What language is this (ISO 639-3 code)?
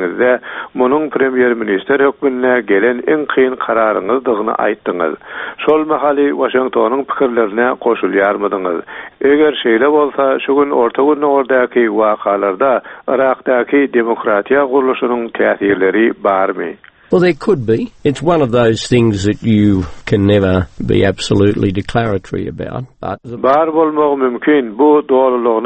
tuk